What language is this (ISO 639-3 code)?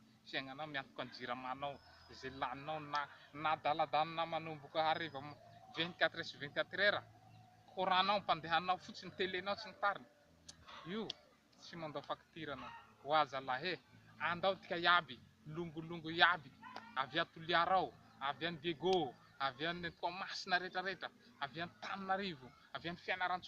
mlg